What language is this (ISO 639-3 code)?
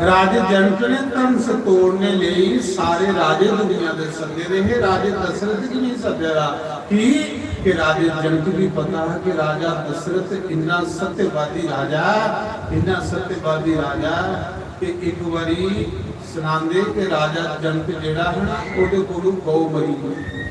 doi